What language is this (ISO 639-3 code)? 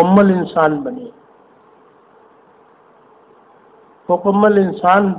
hin